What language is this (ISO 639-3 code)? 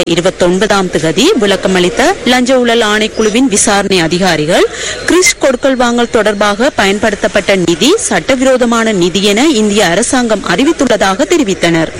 tam